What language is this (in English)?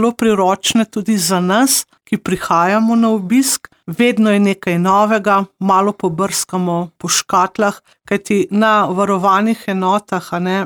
Slovenian